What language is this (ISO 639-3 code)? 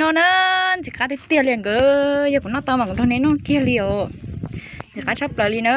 hmn